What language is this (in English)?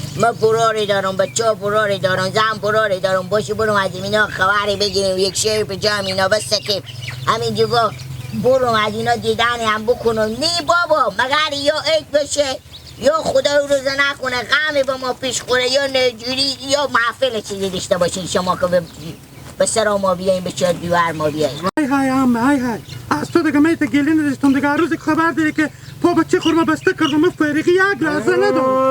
Hazaragi